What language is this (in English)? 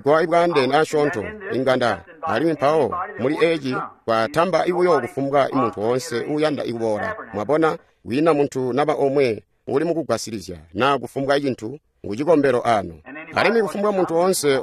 Tonga (Zambia)